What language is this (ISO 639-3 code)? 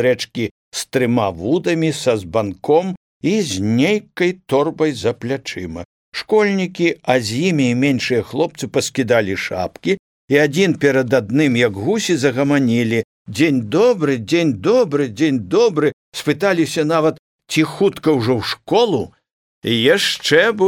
bel